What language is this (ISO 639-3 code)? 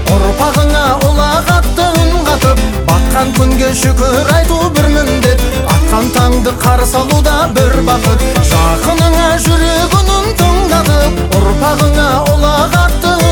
kaz